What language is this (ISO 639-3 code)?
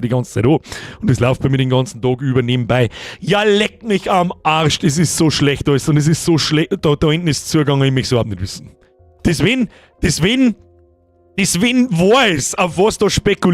bar